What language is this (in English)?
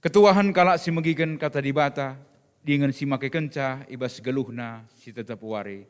Batak Karo